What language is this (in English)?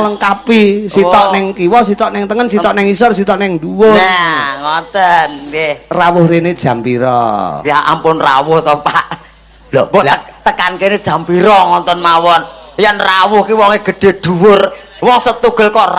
Javanese